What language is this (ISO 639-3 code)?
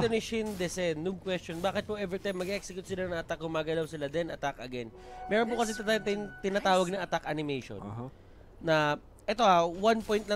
fil